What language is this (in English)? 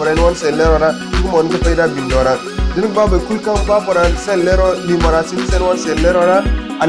Zarma